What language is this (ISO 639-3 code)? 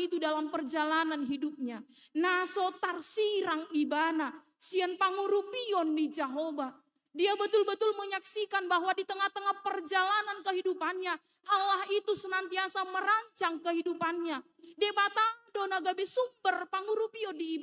bbc